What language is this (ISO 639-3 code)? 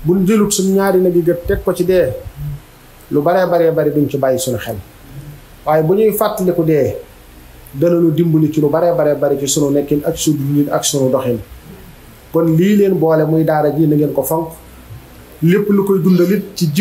wol